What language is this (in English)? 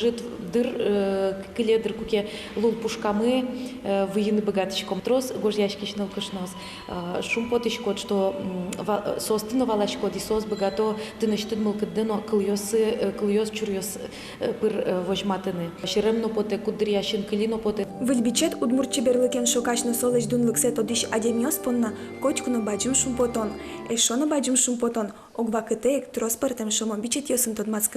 Udmurt